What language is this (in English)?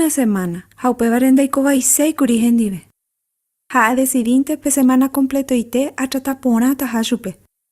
Guarani